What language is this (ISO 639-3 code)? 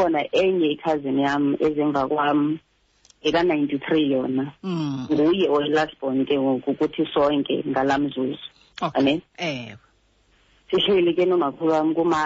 xho